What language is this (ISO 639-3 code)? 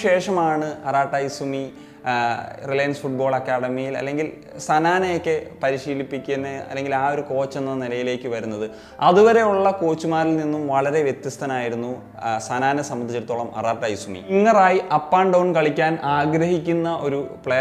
mal